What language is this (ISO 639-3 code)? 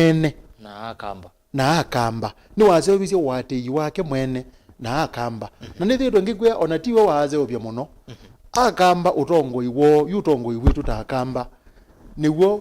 kam